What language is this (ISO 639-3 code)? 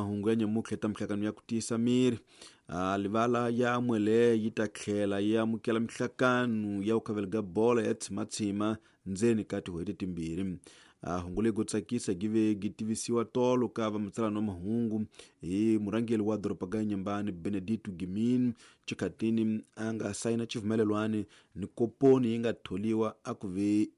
tso